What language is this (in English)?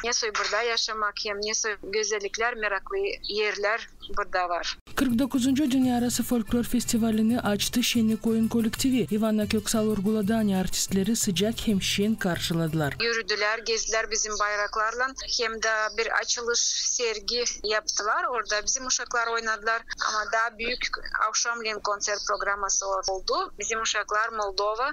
Gagauz